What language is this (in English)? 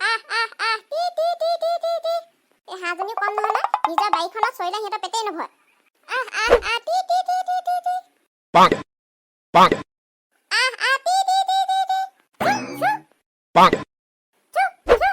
Assamese